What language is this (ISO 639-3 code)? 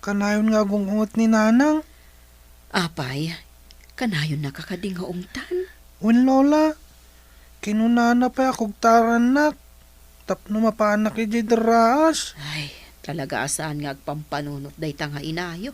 ilo